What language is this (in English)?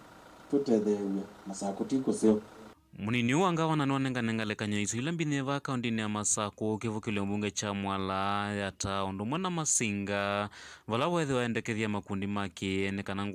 Kamba